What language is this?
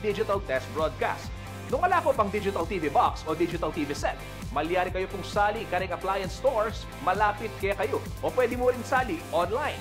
Pampanga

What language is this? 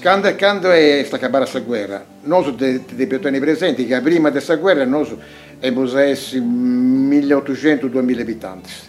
Sardinian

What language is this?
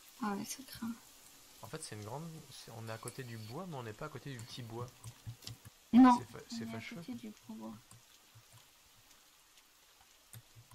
French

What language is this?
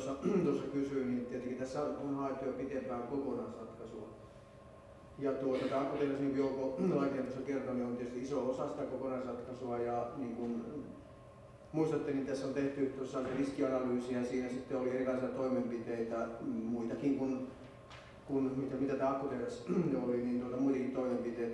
Finnish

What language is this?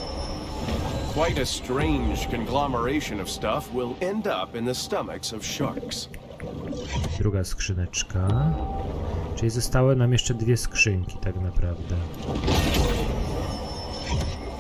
Polish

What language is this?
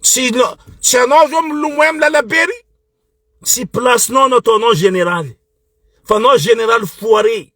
Malagasy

